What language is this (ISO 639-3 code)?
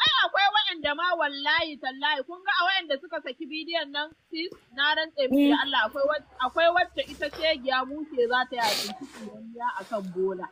hau